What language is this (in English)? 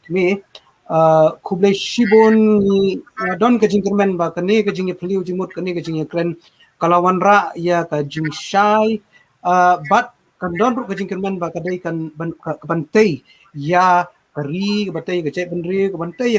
Khasi